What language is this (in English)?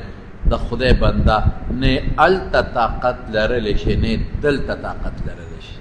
Pashto